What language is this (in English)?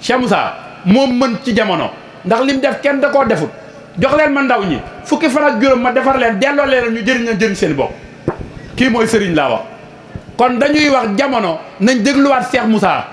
Wolof